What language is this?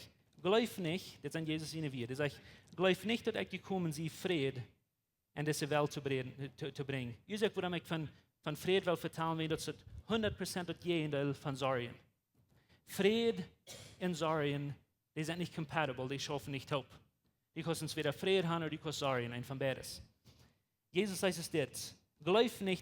Plautdietsch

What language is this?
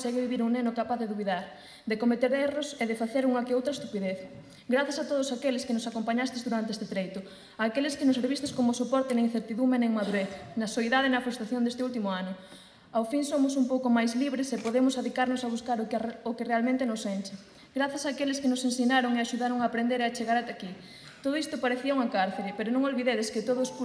Galician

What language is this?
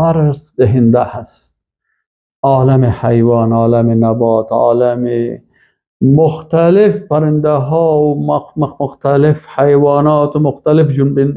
Persian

